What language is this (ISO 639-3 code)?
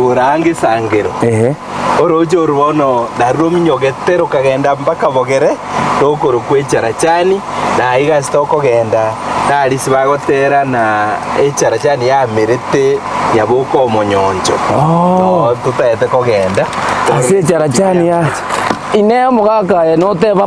guz